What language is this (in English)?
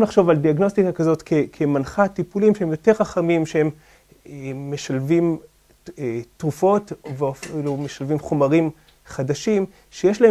Hebrew